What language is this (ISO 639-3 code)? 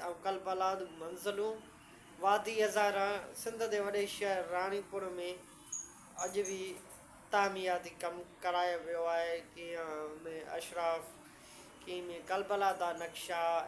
snd